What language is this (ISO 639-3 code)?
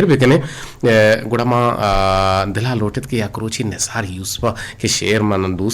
bgp